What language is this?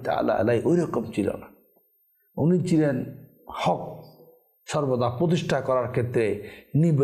Bangla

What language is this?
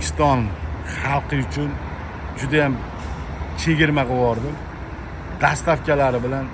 Uzbek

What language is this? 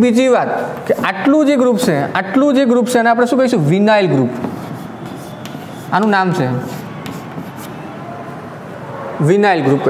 Gujarati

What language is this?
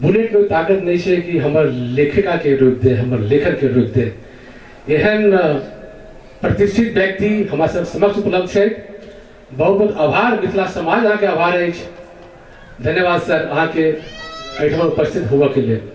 Maithili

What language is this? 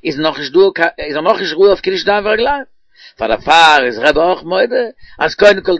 Yiddish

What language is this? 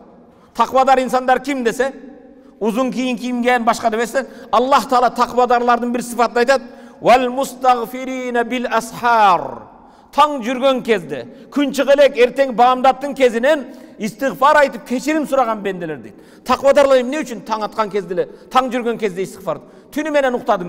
Kyrgyz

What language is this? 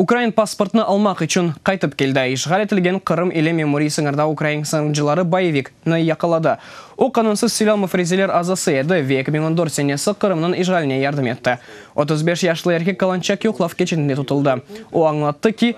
Crimean Tatar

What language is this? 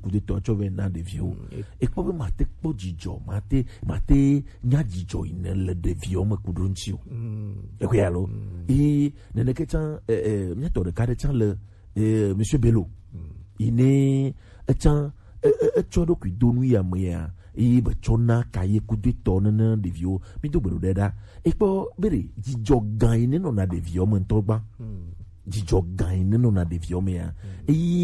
Gen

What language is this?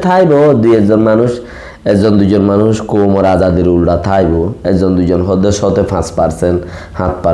Rohingya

